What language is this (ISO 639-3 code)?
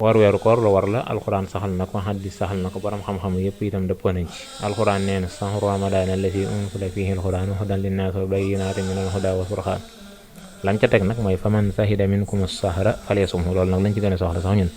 wol